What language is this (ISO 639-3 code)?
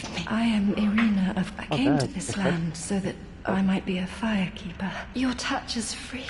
gsw